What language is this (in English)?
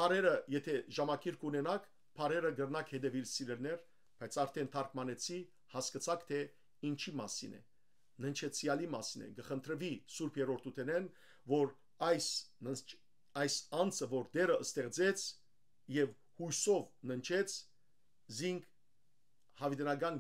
Western Armenian